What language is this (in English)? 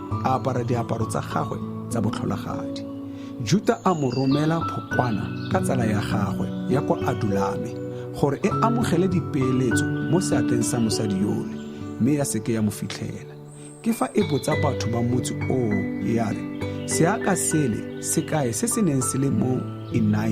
Tswana